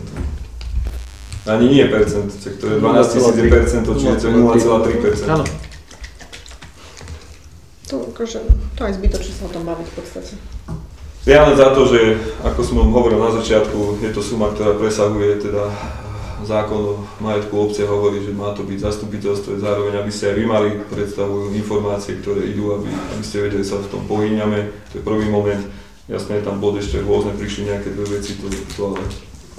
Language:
Slovak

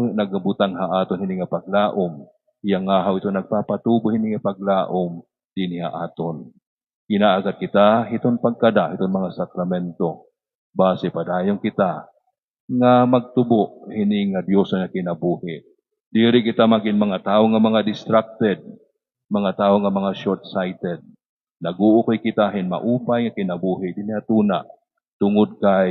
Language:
Waray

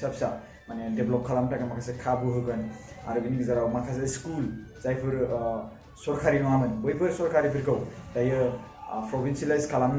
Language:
Bodo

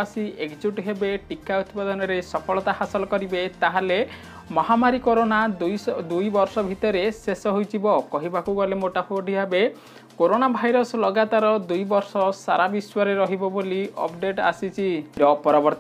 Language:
Odia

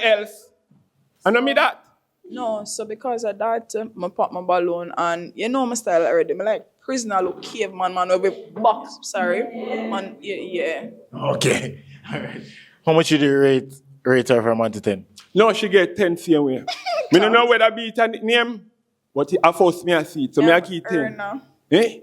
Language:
Jamaican Creole English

